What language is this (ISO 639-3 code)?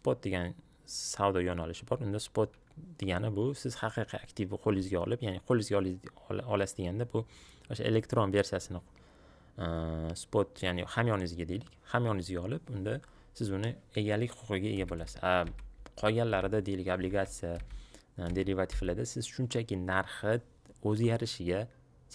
uzb